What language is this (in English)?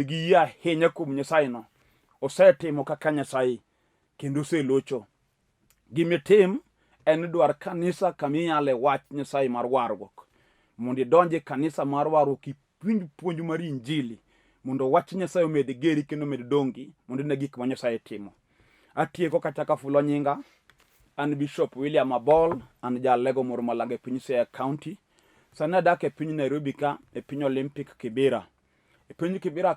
Luo (Kenya and Tanzania)